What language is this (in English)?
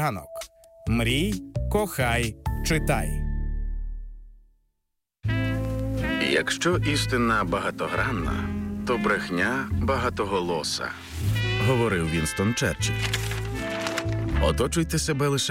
Ukrainian